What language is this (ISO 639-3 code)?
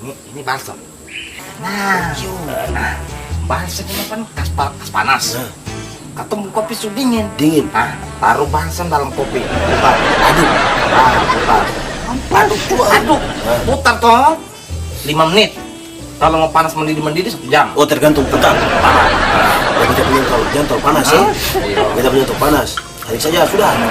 abs